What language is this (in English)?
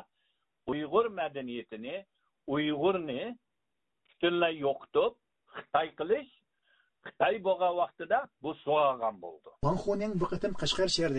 Uyghur